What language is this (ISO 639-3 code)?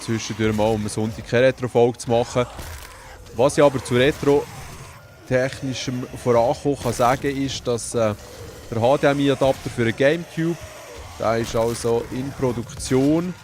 gsw